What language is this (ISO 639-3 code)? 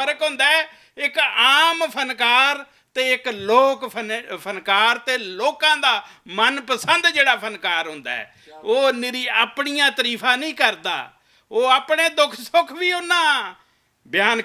lah